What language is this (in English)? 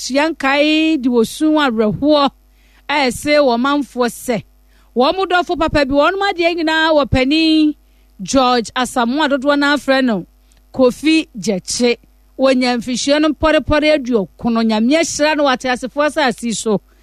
Akan